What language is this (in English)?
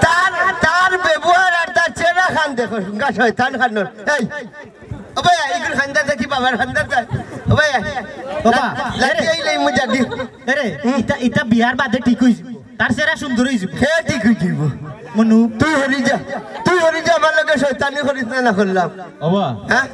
Sylheti